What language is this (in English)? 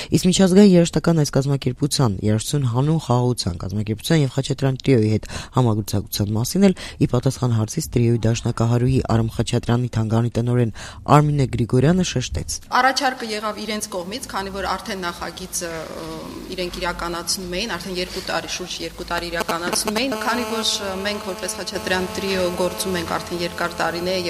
Armenian